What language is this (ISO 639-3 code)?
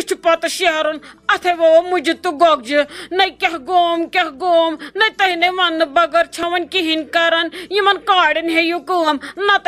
kas